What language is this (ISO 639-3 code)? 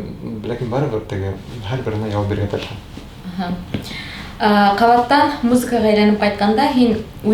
bak